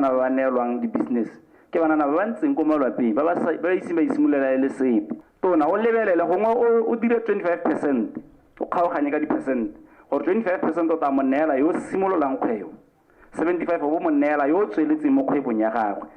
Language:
Tswana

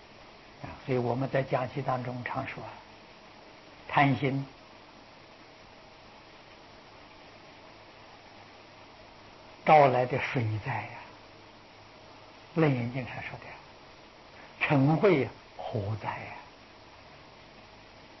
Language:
Chinese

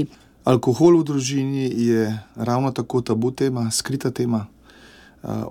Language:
Slovenian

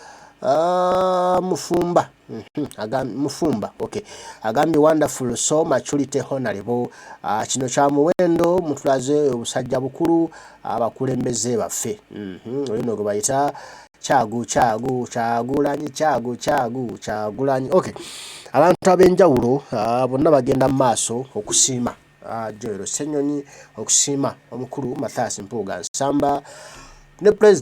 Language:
Ganda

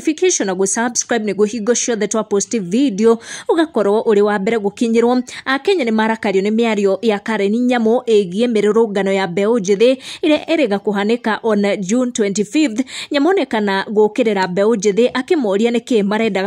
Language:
Kikuyu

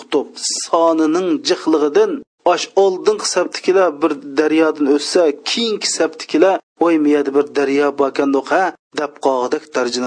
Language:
Uyghur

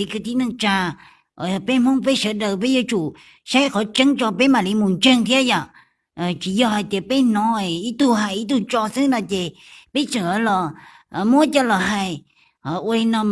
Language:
Hmong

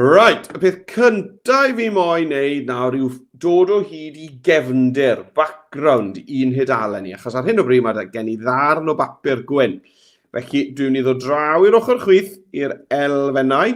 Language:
Welsh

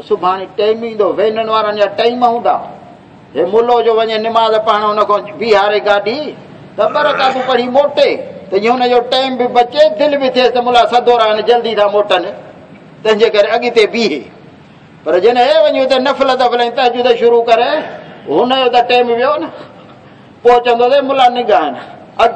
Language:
Saraiki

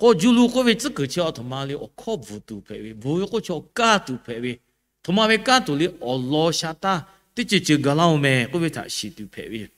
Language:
Lahu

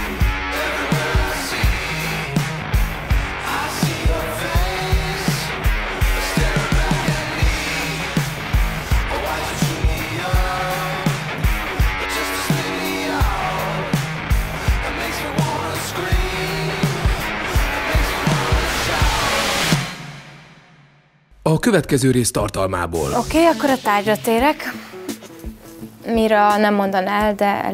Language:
Hungarian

